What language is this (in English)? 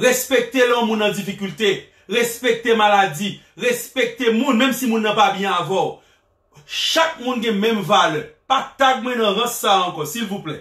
Haitian Creole